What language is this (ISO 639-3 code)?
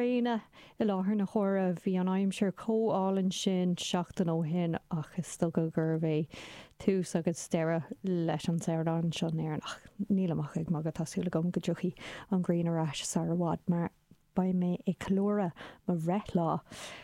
gle